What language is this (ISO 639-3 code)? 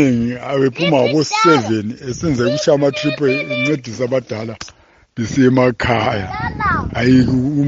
nde